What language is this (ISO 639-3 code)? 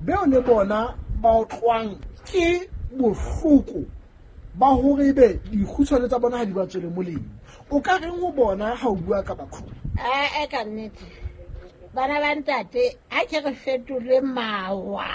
sot